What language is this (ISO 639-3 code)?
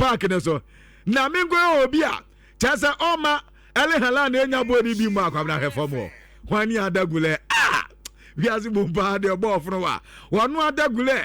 aka